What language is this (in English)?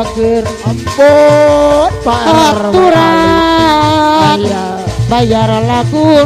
Sundanese